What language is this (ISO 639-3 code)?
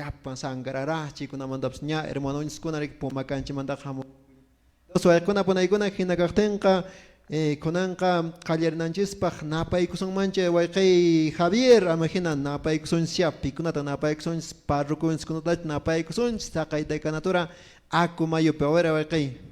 que